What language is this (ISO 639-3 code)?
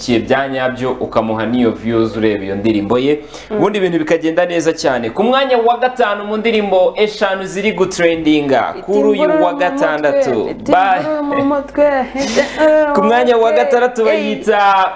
kin